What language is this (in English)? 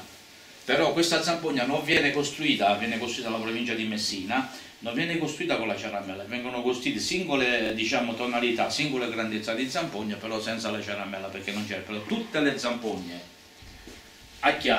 Italian